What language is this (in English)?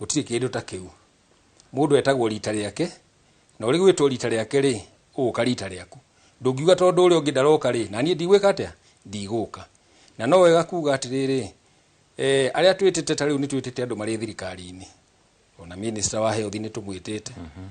Kikuyu